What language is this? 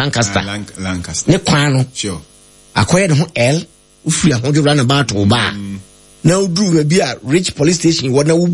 Akan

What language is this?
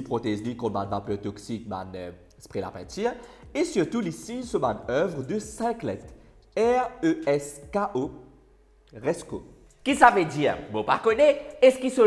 Morisyen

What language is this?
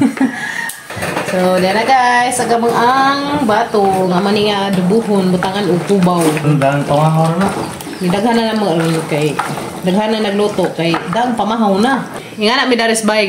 Cebuano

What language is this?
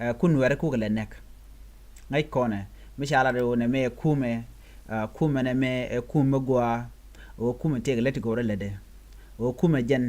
Nuer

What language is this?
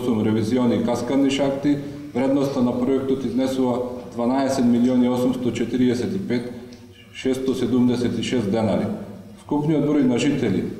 Macedonian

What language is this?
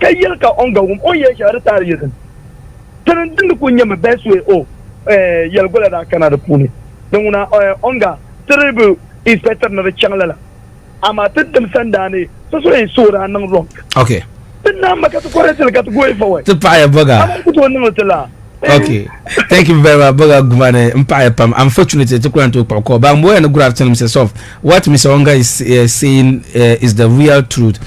Dagbani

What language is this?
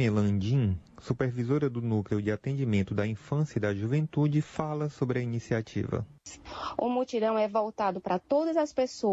Portuguese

